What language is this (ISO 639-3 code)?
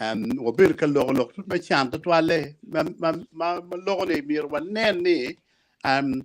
ach